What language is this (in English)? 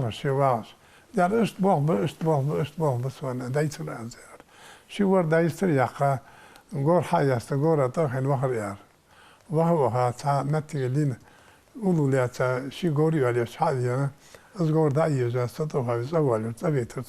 Ingush